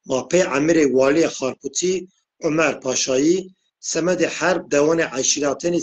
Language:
Zaza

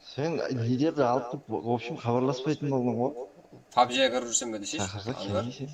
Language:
Kara-Kalpak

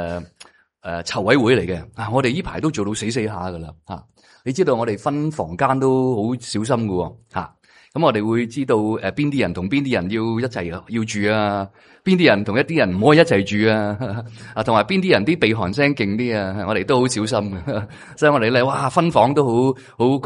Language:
Cantonese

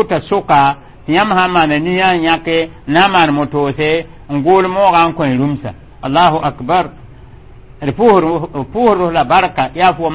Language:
Mossi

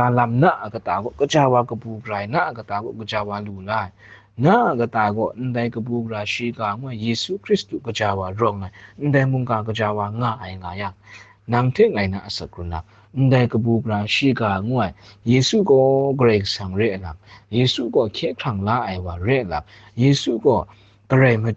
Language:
Kachin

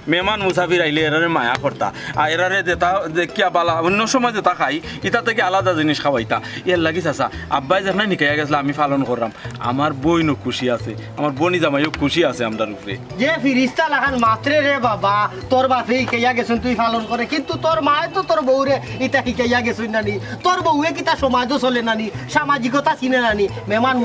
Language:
Sylheti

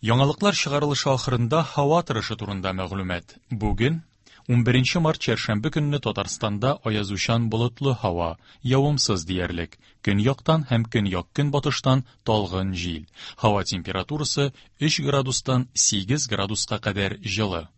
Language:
Tatar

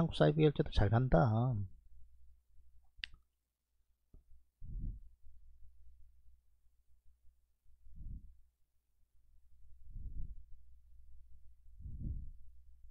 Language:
Korean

